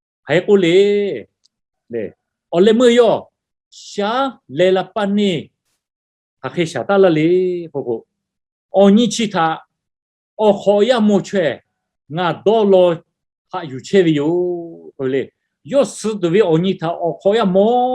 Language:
Lahu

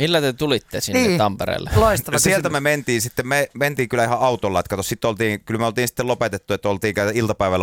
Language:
Finnish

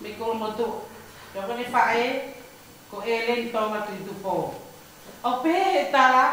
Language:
Tongan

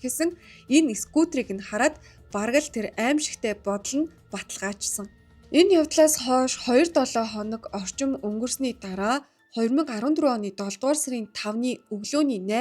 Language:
Mongolian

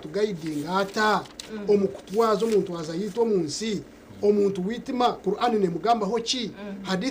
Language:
Nyankole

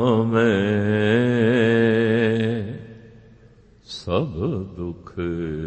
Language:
Punjabi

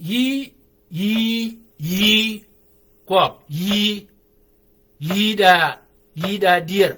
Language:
Shilluk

